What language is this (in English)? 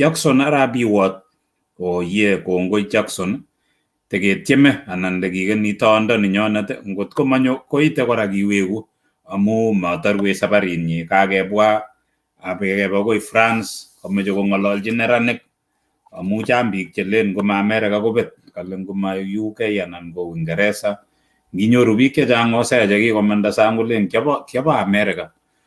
Kalenjin